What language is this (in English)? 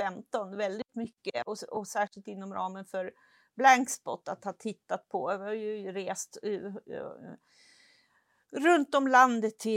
Swedish